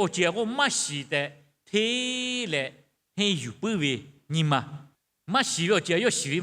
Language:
Lahu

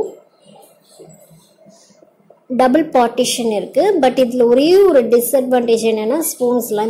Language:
Tamil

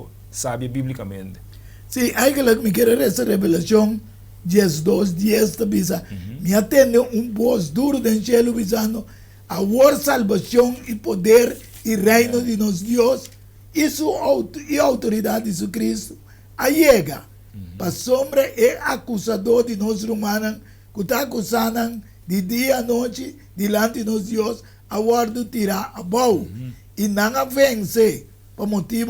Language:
Papiamento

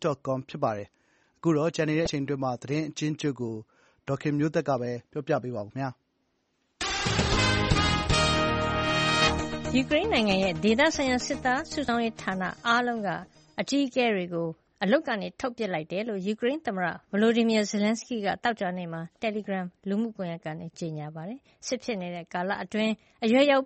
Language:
Burmese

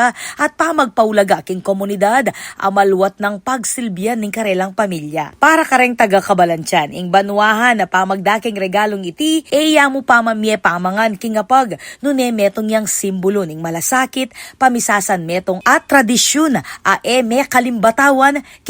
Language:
Pampanga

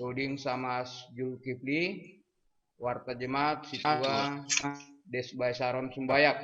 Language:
Batak Simalungun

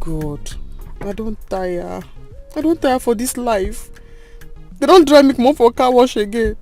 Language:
Nigerian Pidgin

